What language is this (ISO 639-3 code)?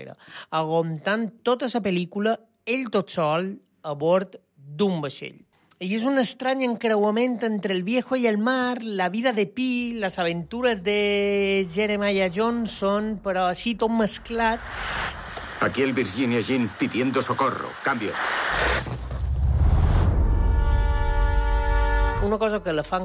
cat